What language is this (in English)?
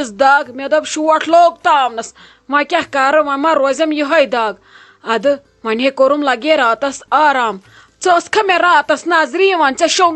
Kashmiri